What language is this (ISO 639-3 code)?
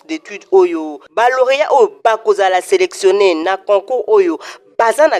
lin